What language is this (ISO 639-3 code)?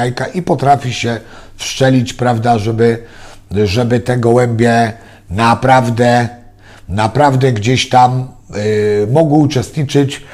pol